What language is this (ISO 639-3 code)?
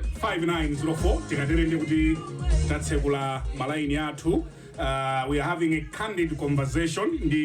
nya